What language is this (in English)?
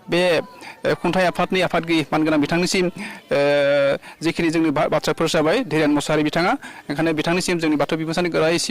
Bodo